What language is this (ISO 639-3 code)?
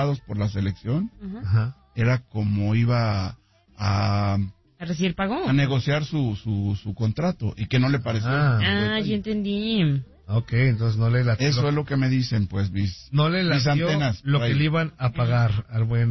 spa